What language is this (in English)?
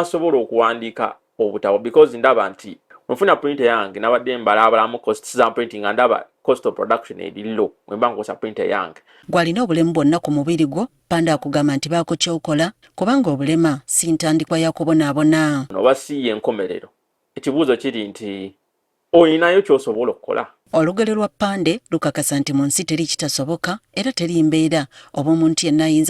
Ganda